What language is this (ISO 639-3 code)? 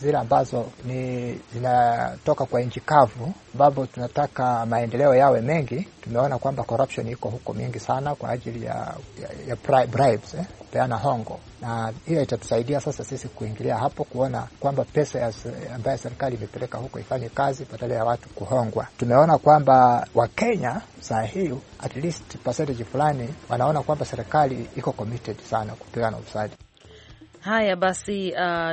swa